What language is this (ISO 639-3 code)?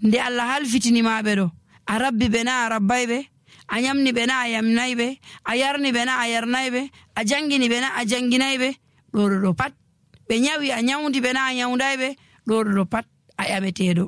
fuv